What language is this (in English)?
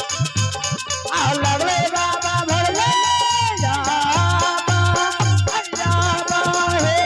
Maithili